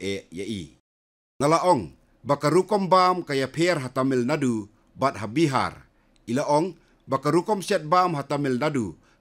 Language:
Khasi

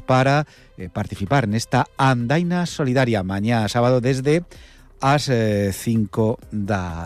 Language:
Galician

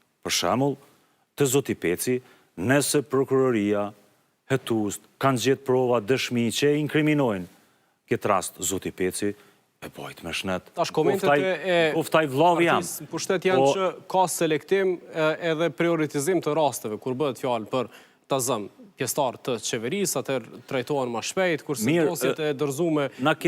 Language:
Albanian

